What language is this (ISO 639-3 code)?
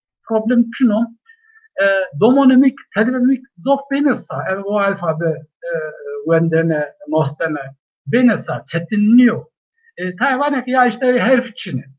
zza